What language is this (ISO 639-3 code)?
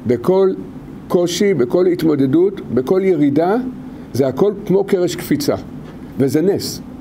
heb